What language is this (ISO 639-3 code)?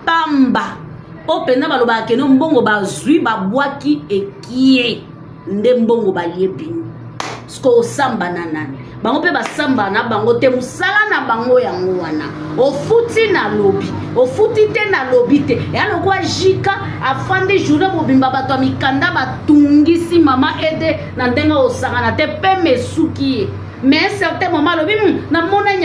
lin